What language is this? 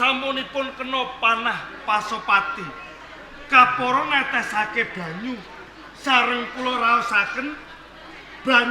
Javanese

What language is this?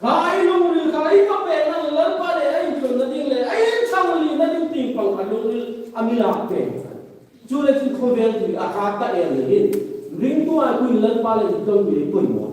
Hmar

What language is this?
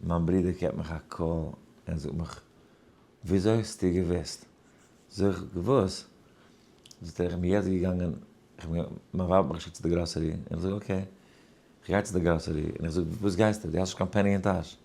Yiddish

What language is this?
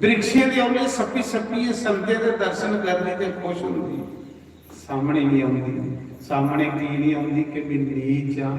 Dogri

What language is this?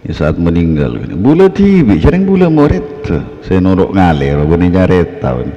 Madurese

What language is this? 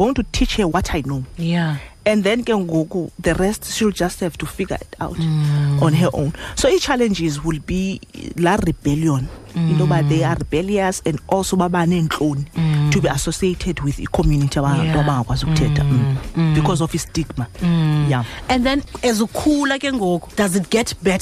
Xhosa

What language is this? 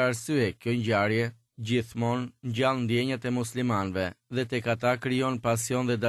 Albanian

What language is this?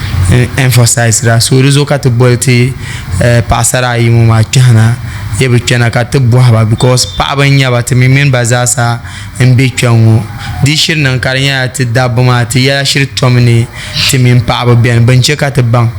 Dagbani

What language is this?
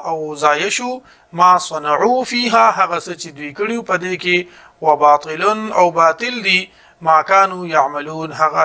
Pashto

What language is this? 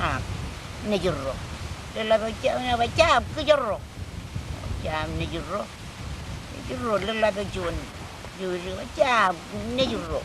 Marshallese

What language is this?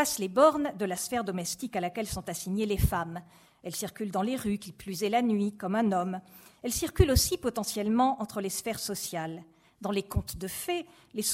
French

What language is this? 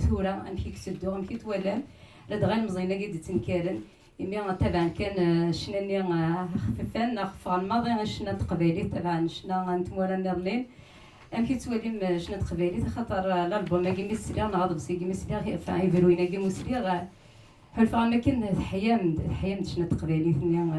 Kabyle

